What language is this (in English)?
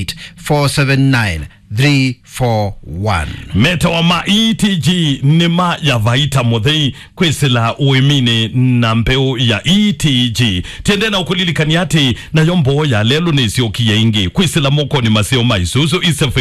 Kamba